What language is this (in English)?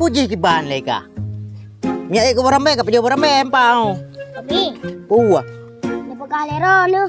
Achinese